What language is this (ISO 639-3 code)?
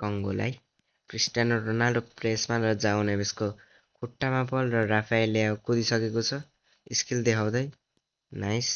nep